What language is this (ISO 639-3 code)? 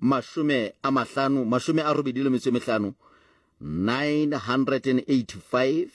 tsn